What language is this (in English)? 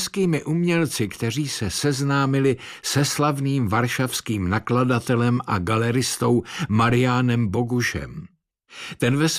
Czech